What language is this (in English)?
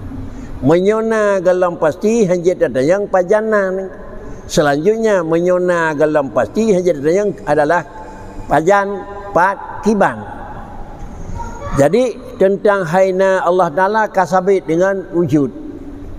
Achinese